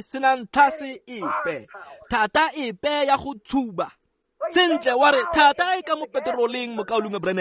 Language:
Tswana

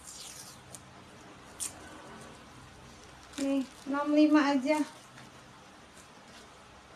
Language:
Indonesian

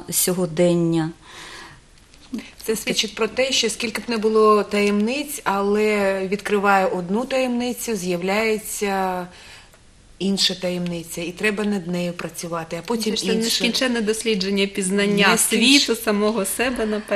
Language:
Ukrainian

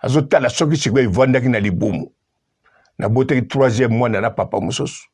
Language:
Lingala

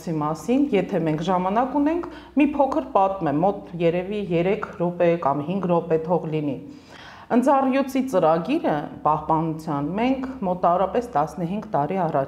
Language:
Armenian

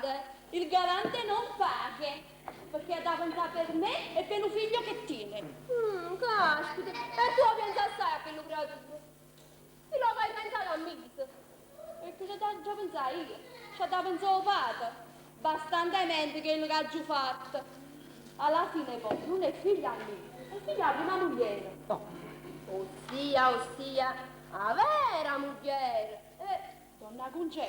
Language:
Neapolitan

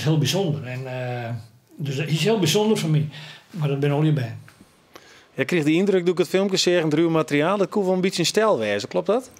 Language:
Western Frisian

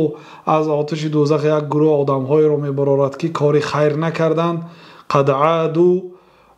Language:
Persian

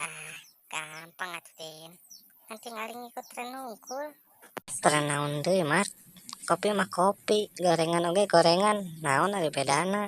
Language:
Sundanese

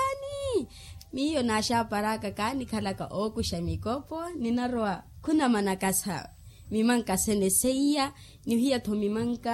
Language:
Makhuwa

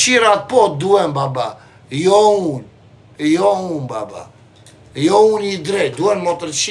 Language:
Albanian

